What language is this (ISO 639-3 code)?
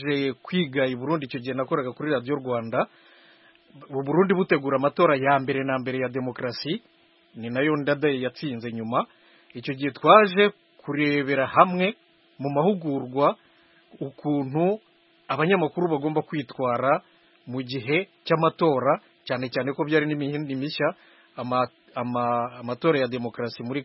kin